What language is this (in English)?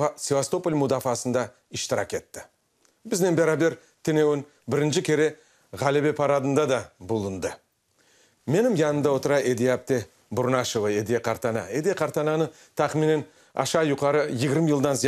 Crimean Tatar